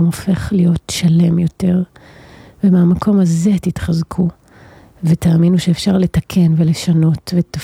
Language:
Hebrew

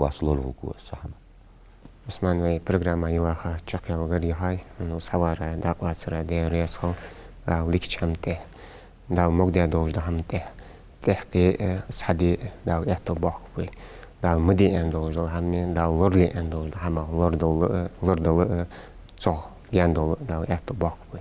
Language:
Ingush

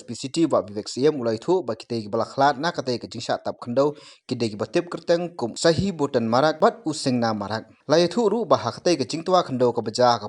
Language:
Khasi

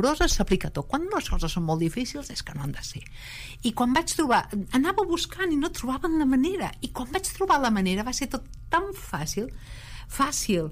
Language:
Catalan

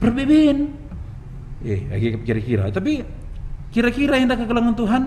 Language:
Batak Karo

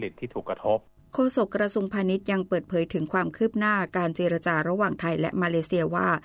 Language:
Thai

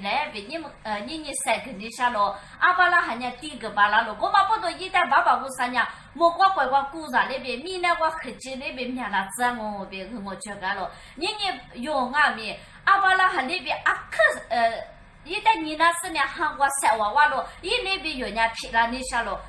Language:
Lisu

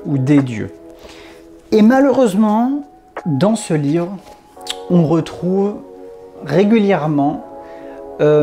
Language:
French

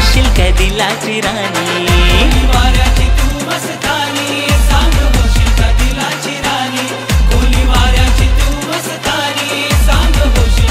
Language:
Marathi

